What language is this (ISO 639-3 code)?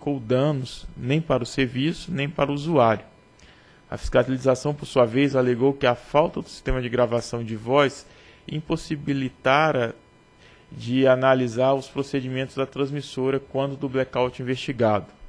por